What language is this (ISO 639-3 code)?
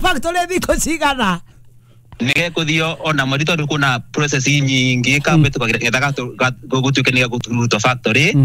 kik